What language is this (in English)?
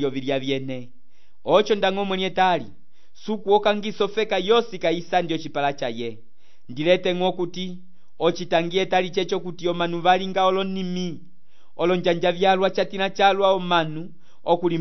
Umbundu